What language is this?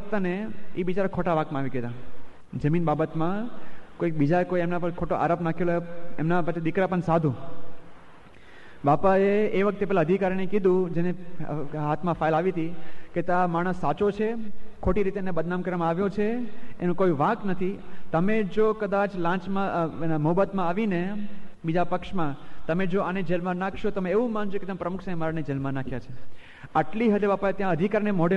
Gujarati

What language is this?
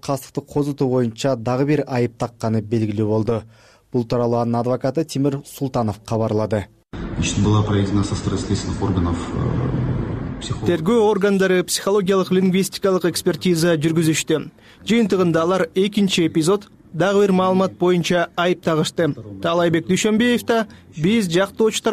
Kyrgyz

